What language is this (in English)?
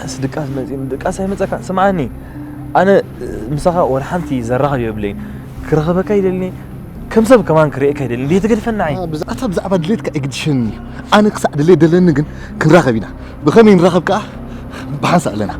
Tigrinya